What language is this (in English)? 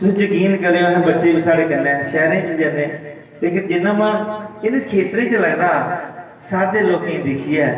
Dogri